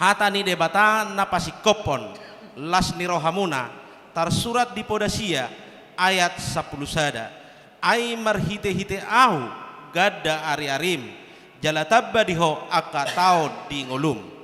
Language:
Batak Toba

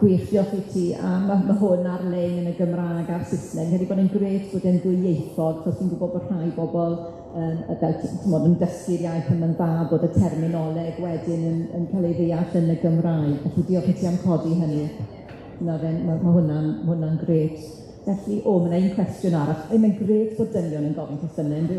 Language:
Welsh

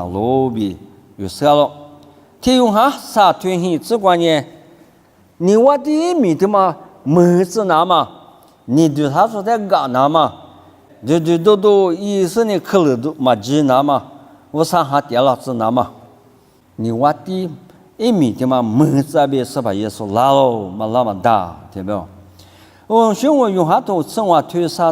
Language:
Lisu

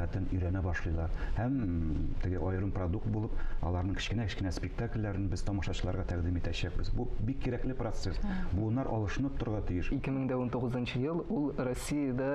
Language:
Tatar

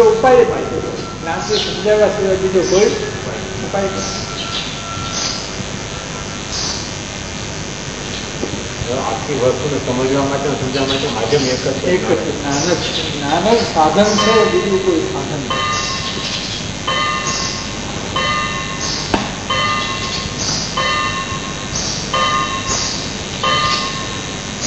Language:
Gujarati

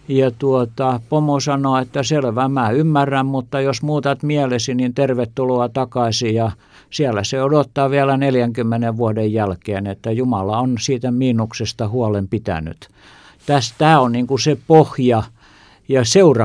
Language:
Finnish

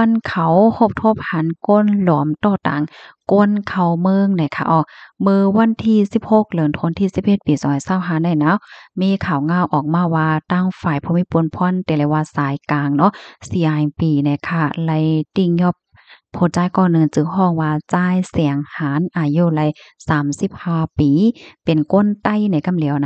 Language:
Shan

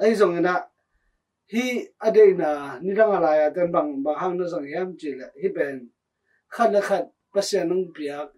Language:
Tedim Chin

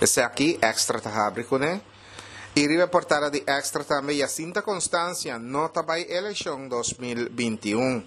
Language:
Papiamento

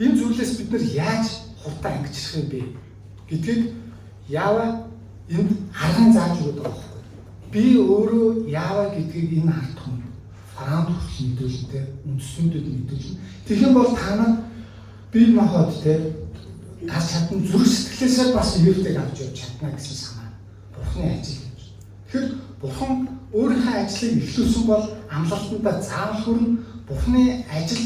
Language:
Mongolian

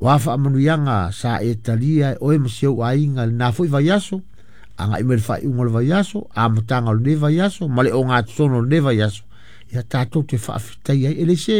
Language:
Samoan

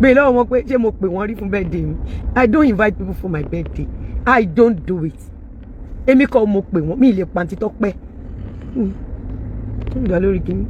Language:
Yoruba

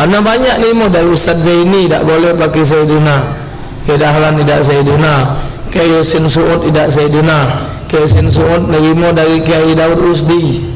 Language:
Musi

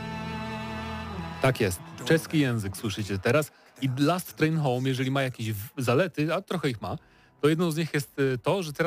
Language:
Polish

